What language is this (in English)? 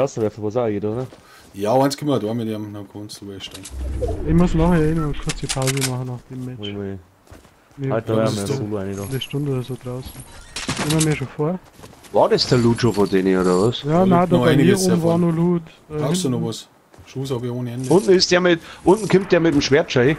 Bavarian